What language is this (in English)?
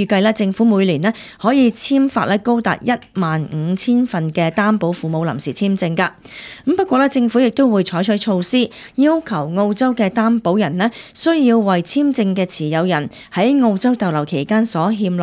Cantonese